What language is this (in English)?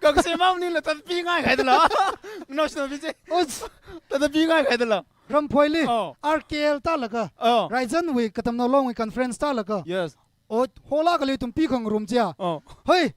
Tangkhul Naga (India)